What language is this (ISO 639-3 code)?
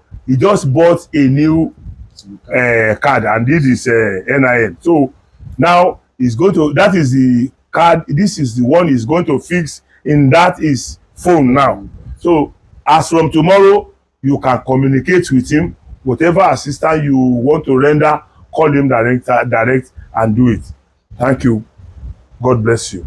yor